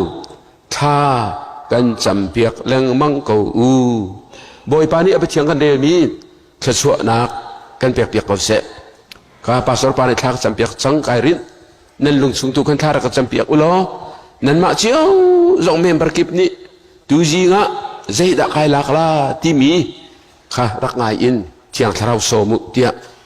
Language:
Hakha Chin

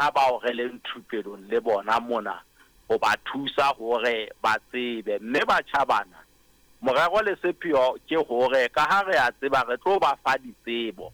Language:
Southern Sotho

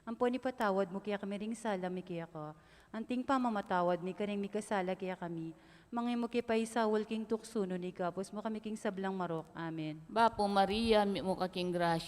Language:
Pampanga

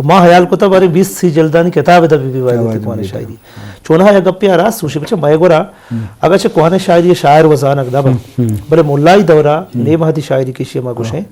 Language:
Eastern Balochi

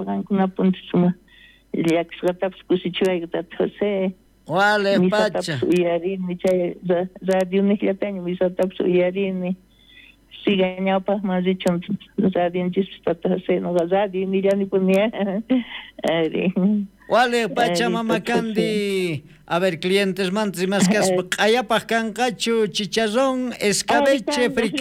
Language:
South Bolivian Quechua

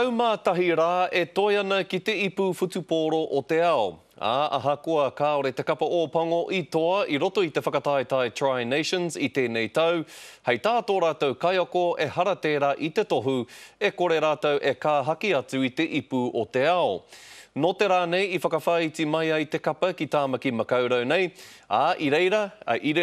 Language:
Māori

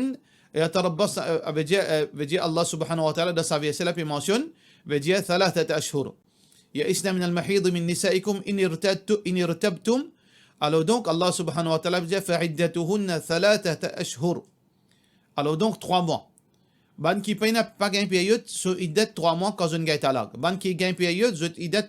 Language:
Morisyen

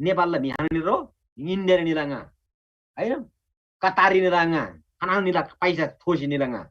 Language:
Eastern Tamang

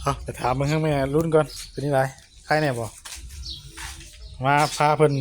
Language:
Northeastern Thai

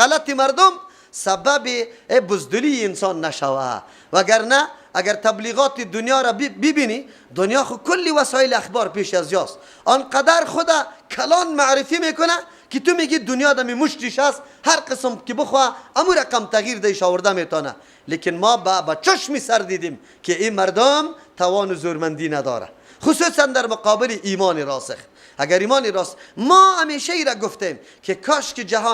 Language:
Persian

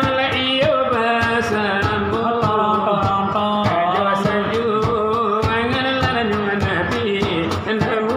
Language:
Minangkabau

